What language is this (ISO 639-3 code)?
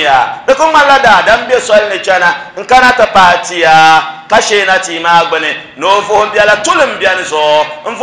dag